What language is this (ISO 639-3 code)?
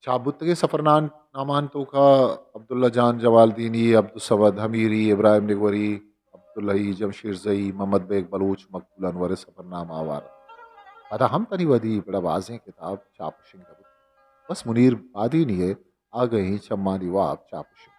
bgp